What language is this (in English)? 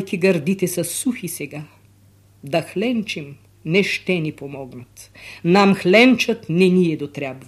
Bulgarian